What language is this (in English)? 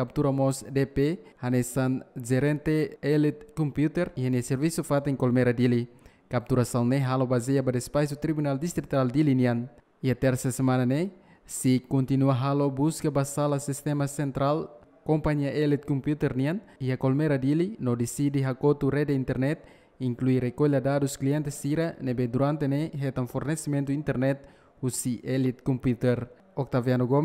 Tetum